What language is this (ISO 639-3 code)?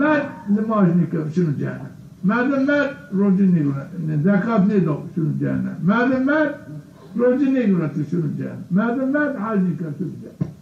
zza